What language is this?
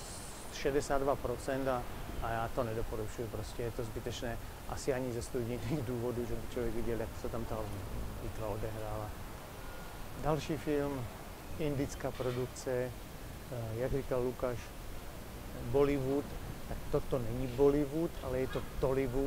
Czech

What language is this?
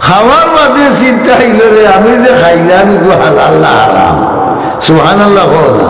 Sylheti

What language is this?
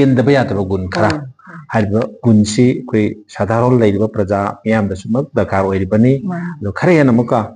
Manipuri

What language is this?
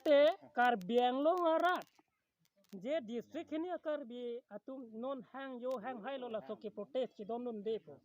Karbi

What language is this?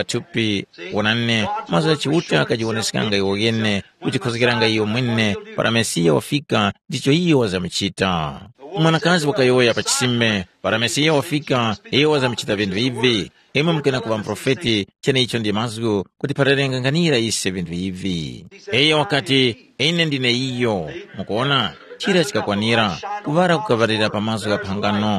Tumbuka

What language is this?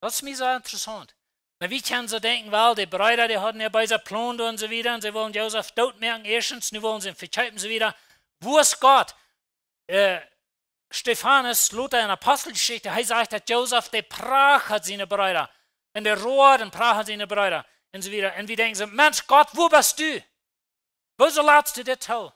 Plautdietsch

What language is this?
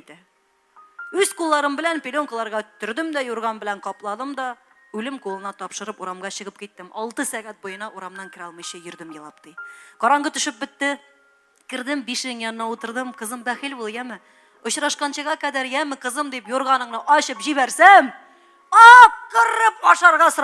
Tatar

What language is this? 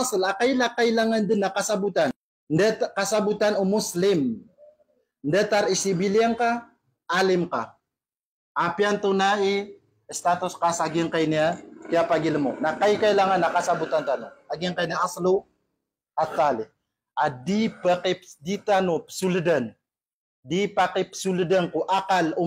Maranao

